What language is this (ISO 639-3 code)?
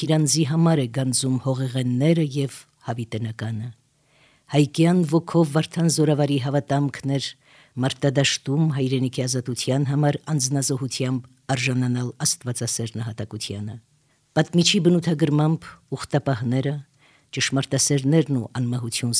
hye